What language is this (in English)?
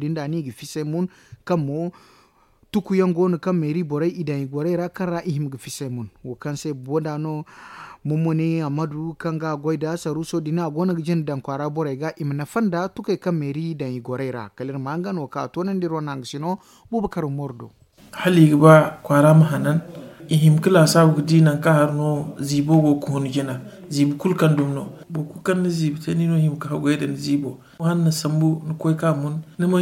Zarma